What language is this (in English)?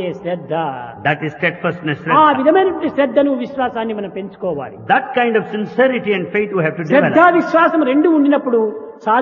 Telugu